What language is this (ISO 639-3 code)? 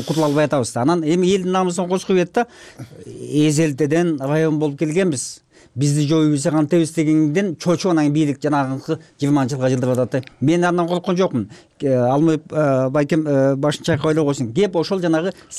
kir